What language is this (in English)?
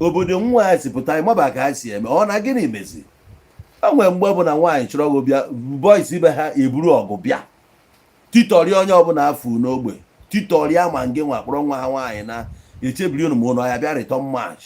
Igbo